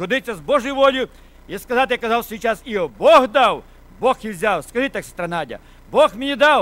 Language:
Ukrainian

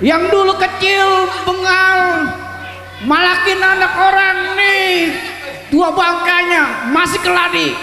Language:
Betawi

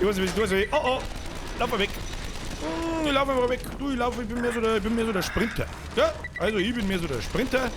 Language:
Bavarian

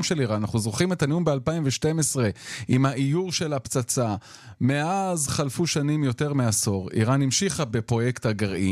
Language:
Hebrew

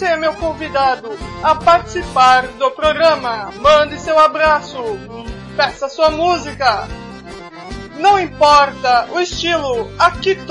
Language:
Portuguese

